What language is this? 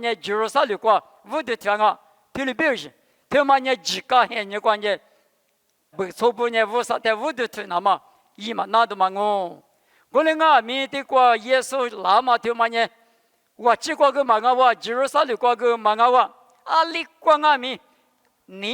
Lisu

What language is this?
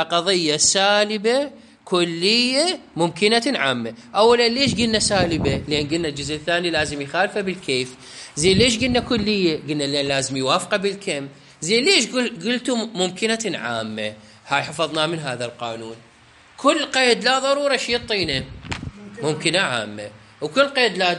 Mesopotamian Arabic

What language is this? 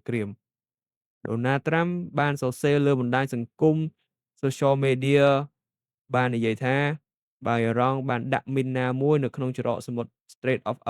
Khmer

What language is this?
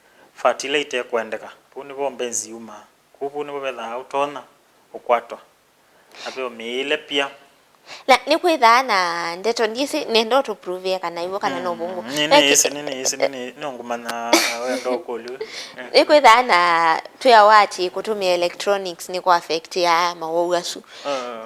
Kamba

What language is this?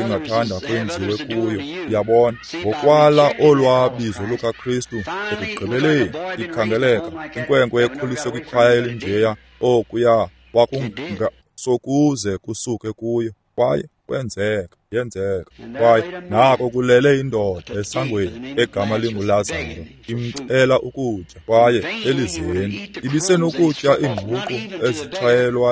Xhosa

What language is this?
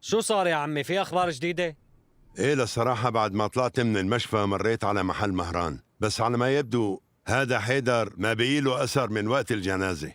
North Levantine Arabic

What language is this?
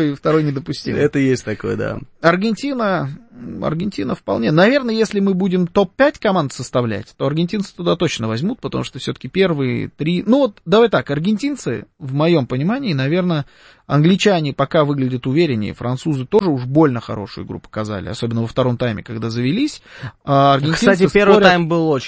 Russian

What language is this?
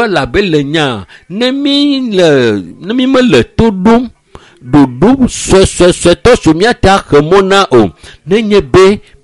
Ewe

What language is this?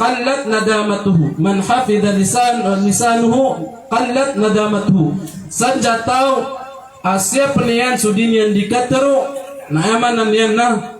Maranao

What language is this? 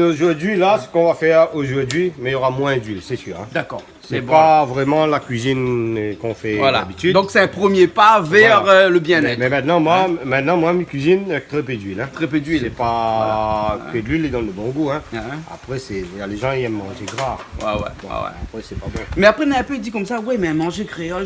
Réunion Creole French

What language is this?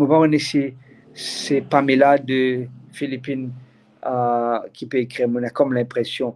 Morisyen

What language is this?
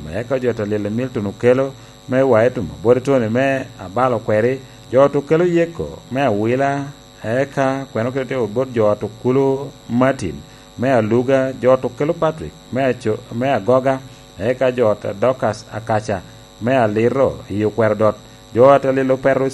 Lango (Uganda)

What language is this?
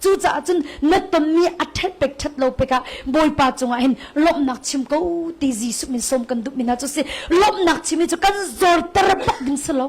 Hakha Chin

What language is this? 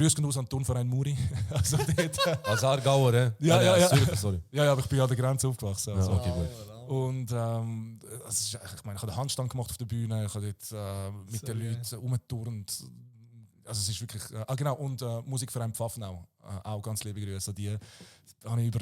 Swiss German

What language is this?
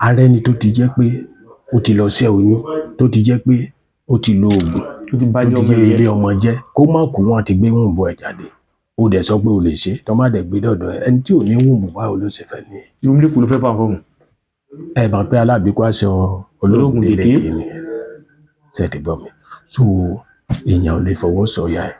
Yoruba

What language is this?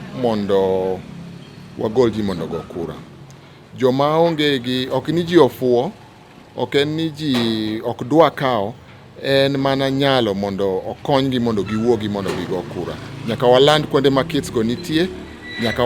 Luo (Kenya and Tanzania)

